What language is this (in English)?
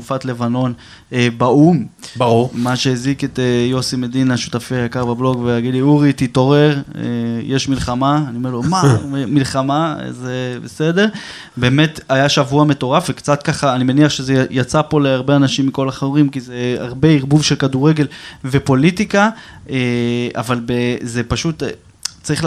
Hebrew